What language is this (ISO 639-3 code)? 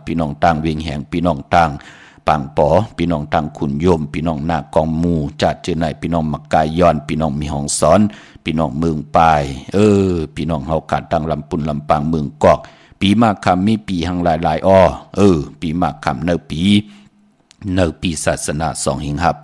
shn